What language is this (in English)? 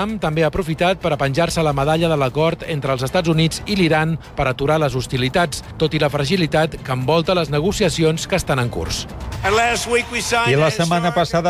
Catalan